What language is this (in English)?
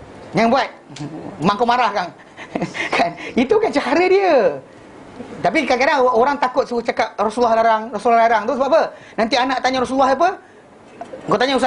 Malay